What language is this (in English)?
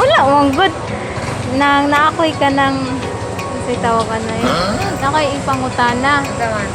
Cebuano